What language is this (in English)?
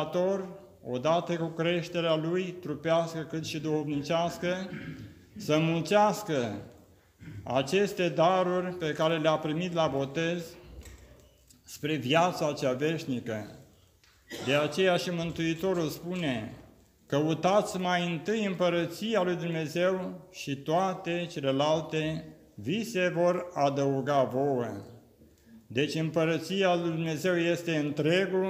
Romanian